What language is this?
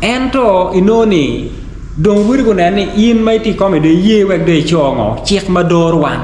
Acoli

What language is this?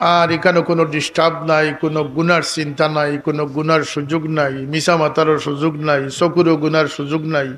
Sylheti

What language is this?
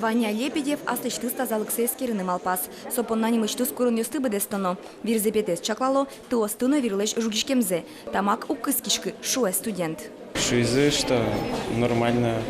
Udmurt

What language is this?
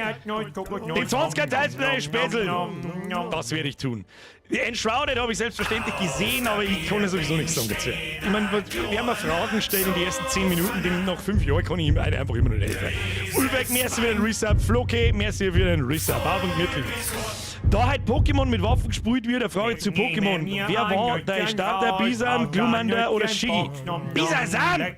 Bavarian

